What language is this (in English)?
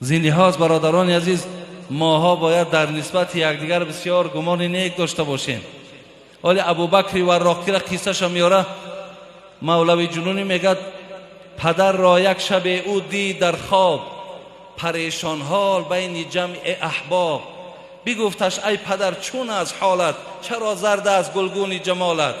Tajik